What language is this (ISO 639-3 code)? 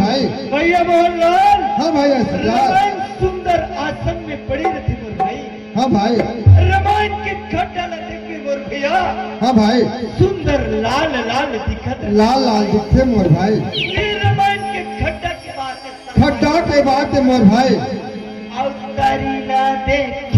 hne